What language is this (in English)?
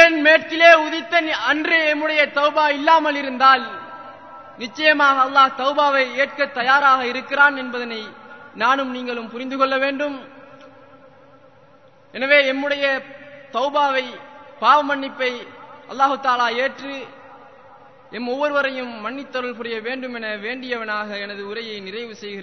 Tamil